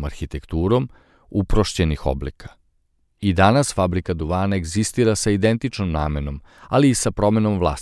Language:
Serbian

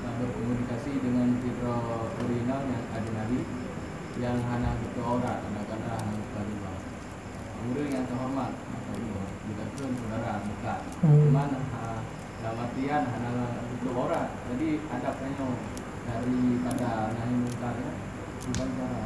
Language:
Achinese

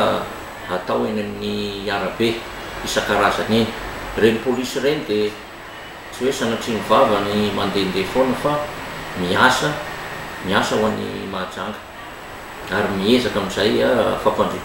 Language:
Malagasy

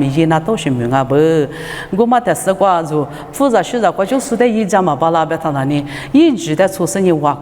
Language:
Lisu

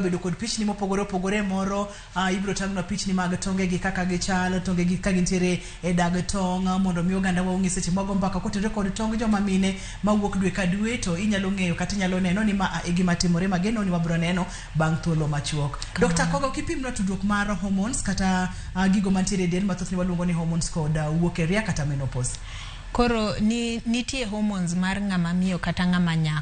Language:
Luo (Kenya and Tanzania)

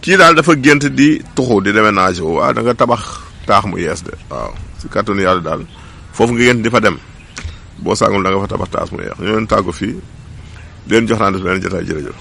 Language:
Wolof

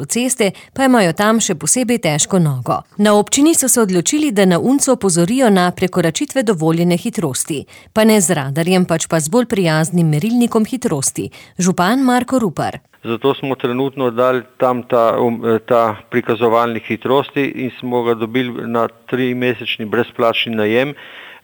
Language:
Slovenian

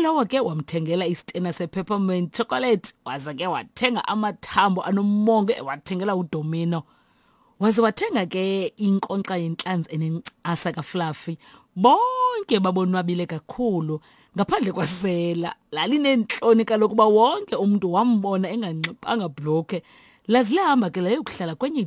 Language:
Xhosa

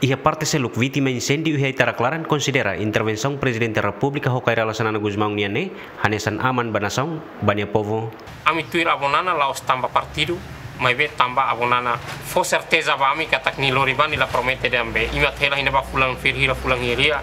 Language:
Tetum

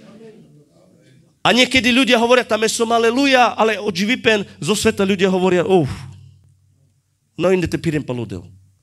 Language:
Slovak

